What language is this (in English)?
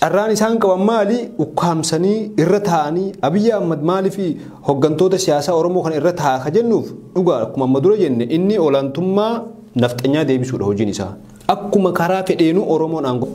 Oromo